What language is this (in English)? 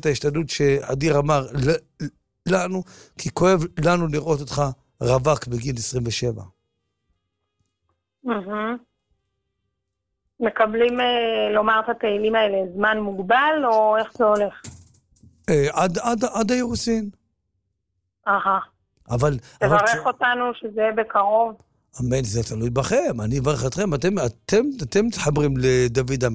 Hebrew